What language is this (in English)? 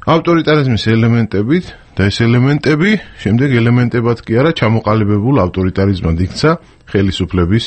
Georgian